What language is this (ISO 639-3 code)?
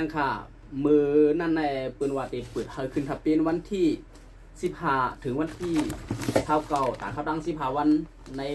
lao